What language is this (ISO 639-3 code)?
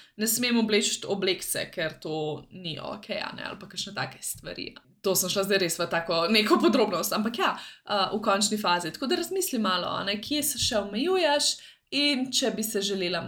slv